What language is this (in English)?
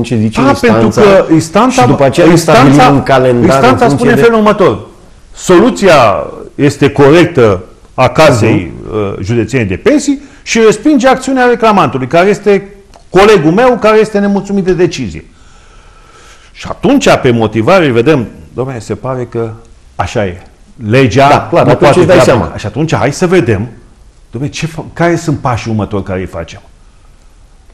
Romanian